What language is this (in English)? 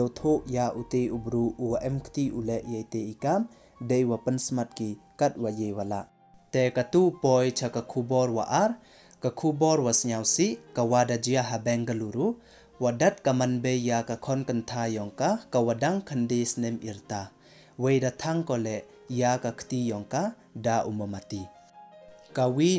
Pnar